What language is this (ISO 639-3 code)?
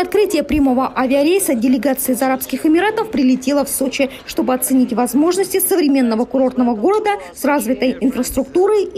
rus